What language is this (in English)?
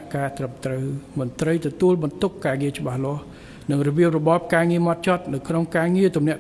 Khmer